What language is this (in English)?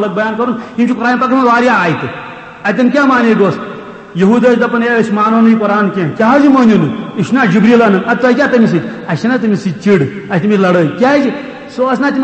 Kashmiri